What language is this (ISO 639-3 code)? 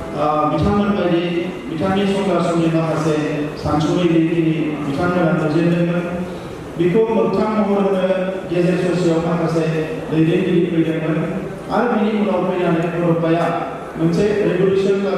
brx